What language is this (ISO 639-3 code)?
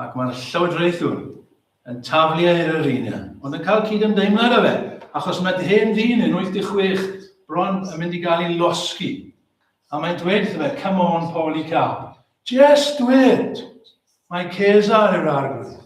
cym